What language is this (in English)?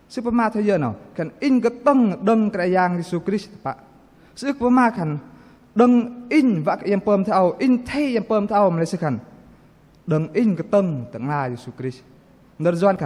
Bahnar